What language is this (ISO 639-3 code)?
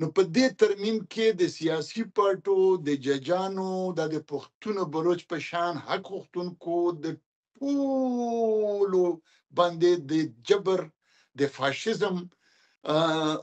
pus